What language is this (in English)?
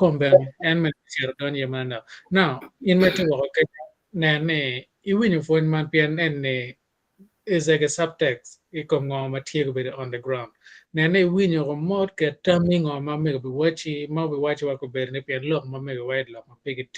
Acoli